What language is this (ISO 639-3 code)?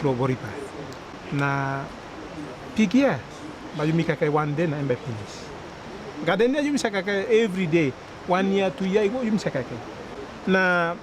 tpi